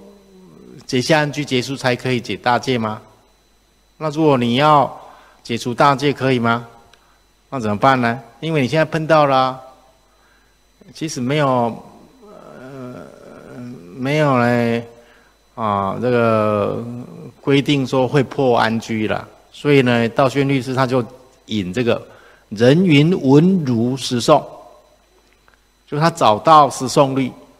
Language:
Chinese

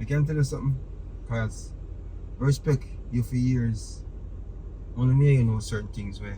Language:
Jamaican Creole English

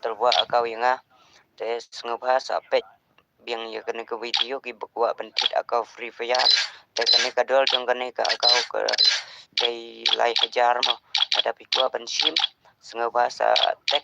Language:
Khasi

